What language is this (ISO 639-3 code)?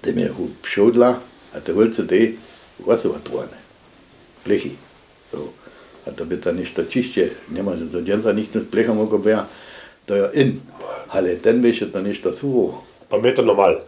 hsb